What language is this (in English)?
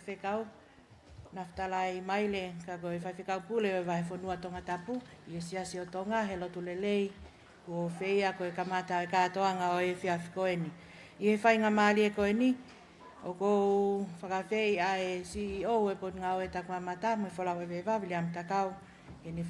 Tongan